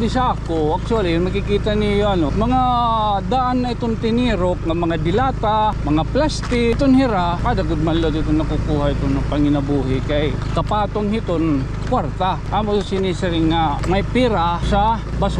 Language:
Waray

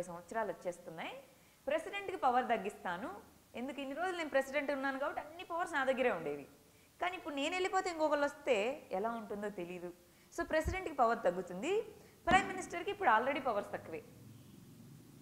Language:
Telugu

